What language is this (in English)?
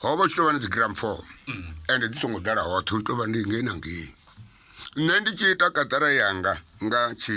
Venda